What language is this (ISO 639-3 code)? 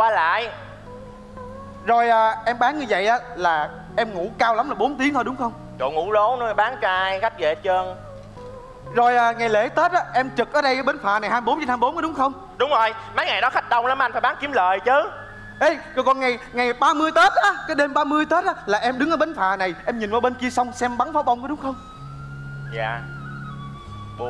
vie